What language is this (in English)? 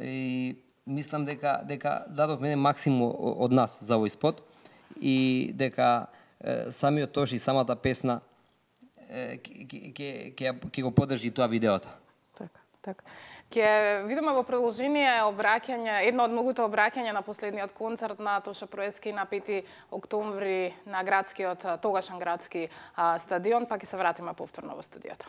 Macedonian